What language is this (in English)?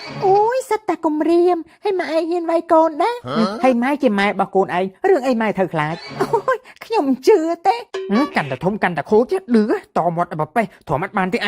Khmer